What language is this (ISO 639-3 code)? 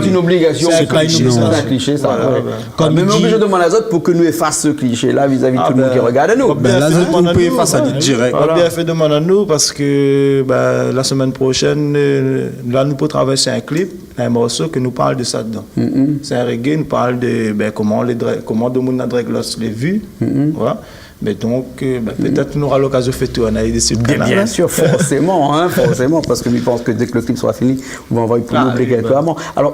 rcf